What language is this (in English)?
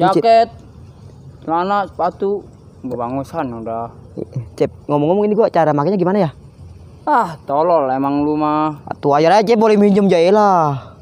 Betawi